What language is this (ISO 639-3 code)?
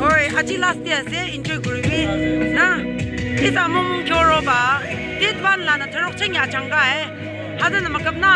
nag